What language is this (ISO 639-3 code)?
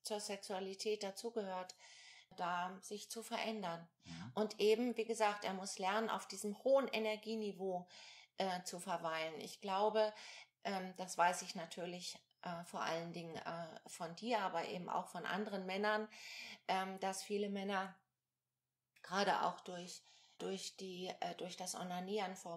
deu